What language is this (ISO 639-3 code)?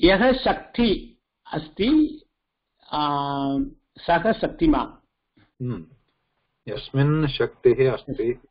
san